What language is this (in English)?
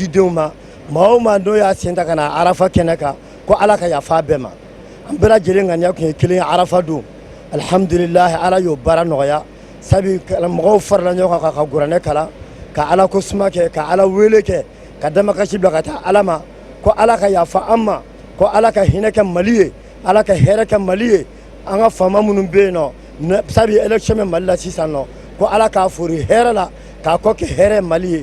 Bambara